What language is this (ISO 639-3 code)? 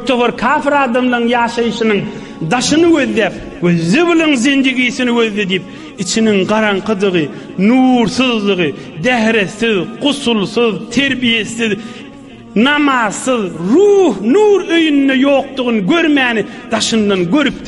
tuk